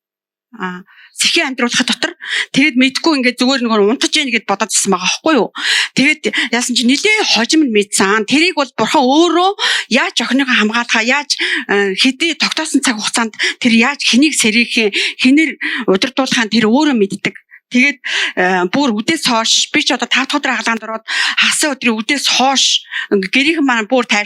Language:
Mongolian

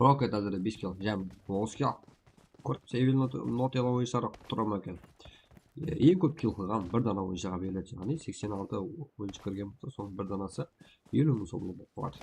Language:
Kara-Kalpak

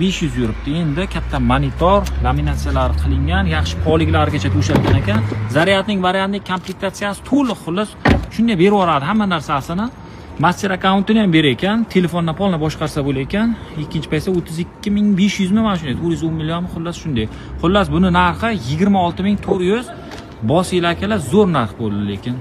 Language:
Uzbek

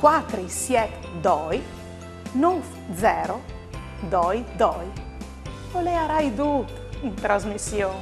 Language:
Friulian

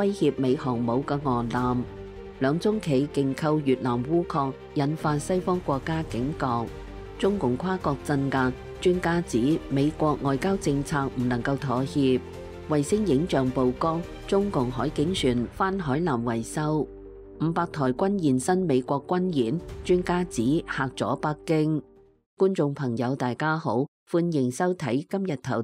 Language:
Cantonese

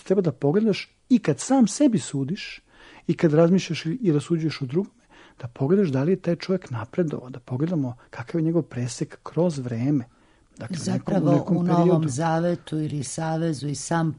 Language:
Serbian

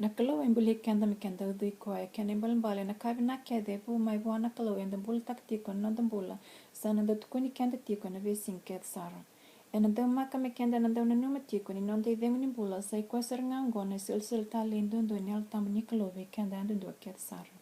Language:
Fijian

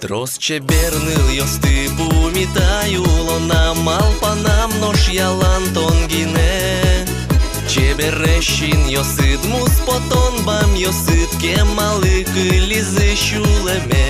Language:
Udmurt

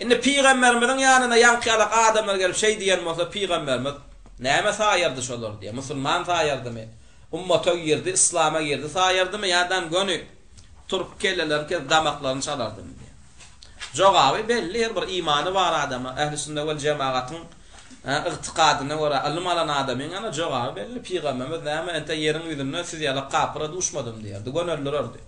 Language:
Turkmen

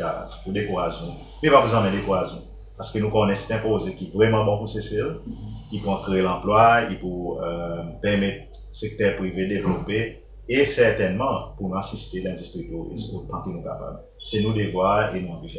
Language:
Seselwa Creole French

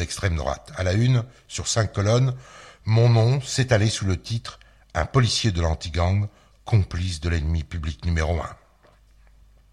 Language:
French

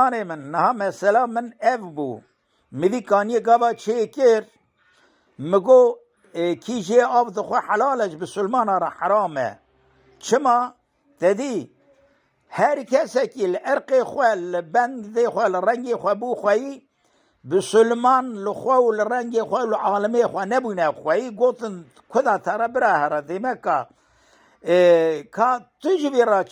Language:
Kurdish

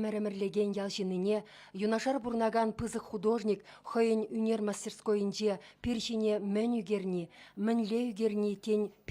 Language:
Chuvash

